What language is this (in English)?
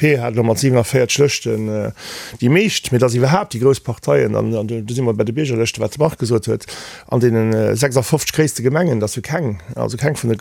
Luxembourgish